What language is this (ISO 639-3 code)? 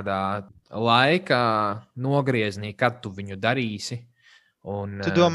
lav